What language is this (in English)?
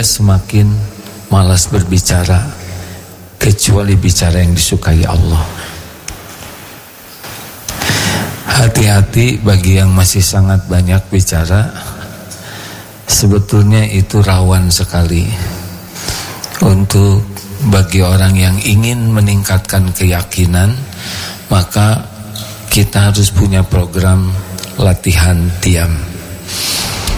Indonesian